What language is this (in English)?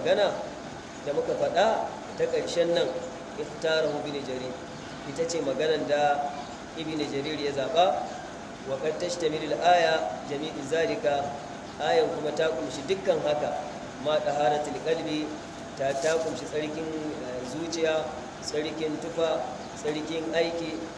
Hausa